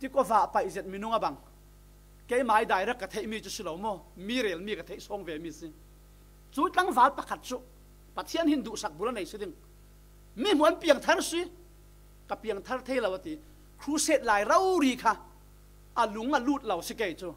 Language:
Falam Chin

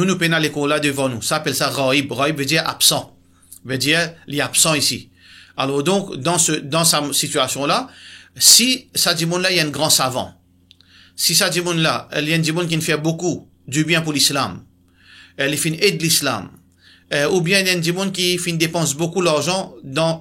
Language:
Morisyen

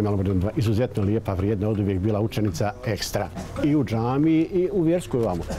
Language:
Bosnian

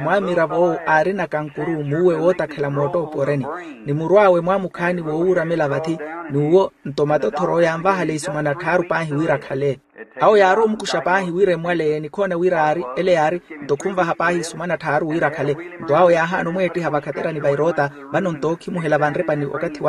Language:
Makhuwa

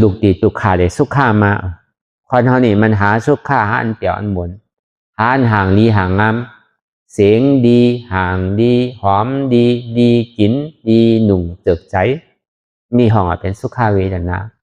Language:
Shan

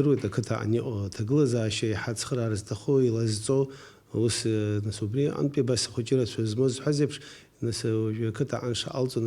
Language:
Abkhazian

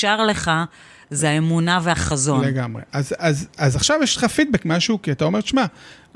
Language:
Hebrew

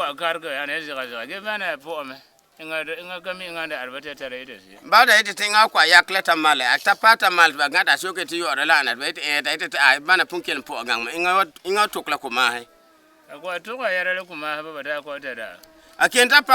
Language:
Frafra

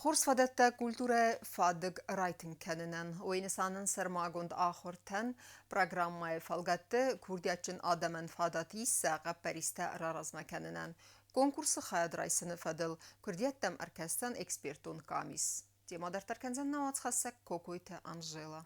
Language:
Ossetic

